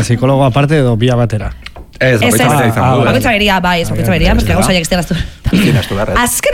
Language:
Basque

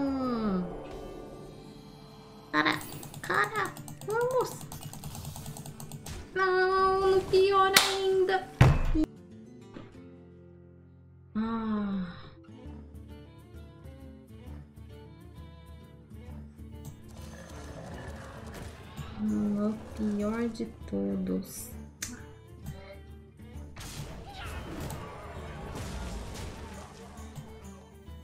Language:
Portuguese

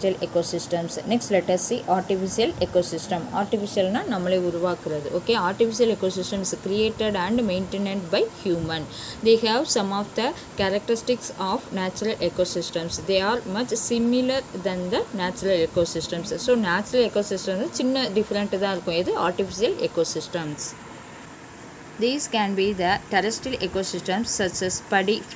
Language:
Tamil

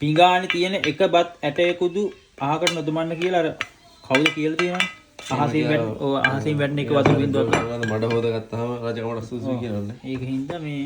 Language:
Sinhala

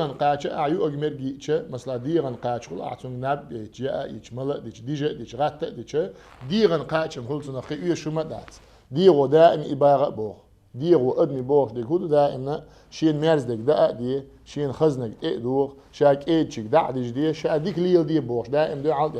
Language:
Chechen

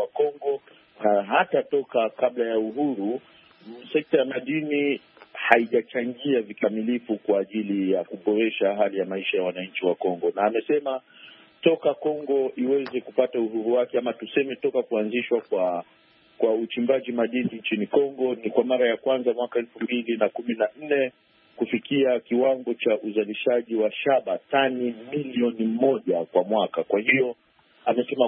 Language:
Swahili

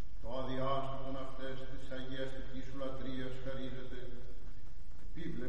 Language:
Greek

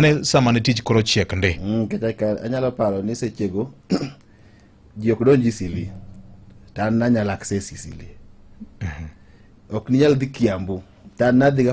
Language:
Luo (Kenya and Tanzania)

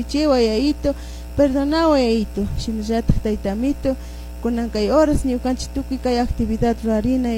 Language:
Chimborazo Highland Quichua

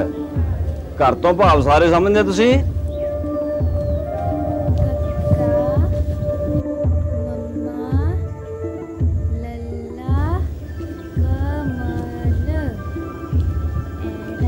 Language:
Punjabi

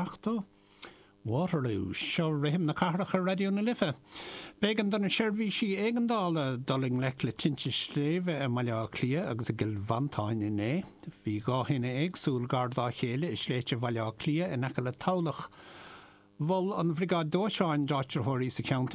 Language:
Irish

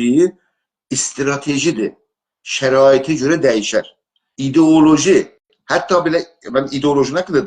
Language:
South Azerbaijani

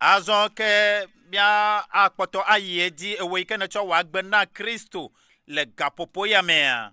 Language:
Ewe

